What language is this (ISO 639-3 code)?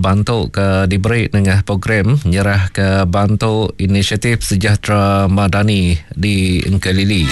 iba